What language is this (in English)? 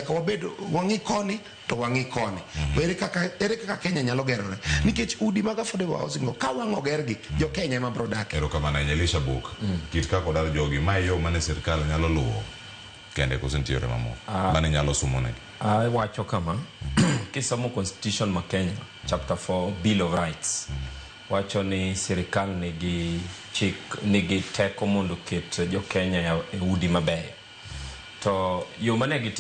Luo (Kenya and Tanzania)